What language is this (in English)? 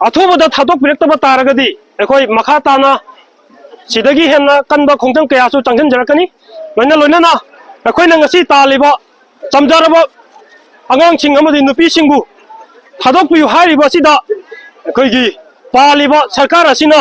Manipuri